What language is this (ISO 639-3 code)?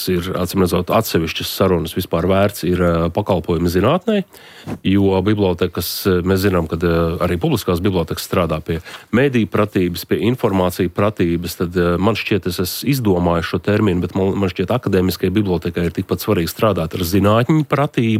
lav